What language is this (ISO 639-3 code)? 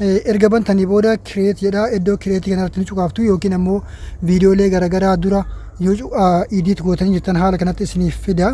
orm